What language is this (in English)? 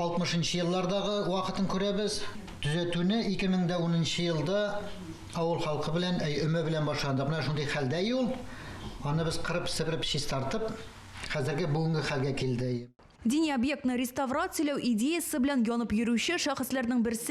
Tatar